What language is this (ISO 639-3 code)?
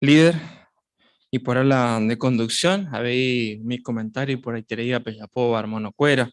grn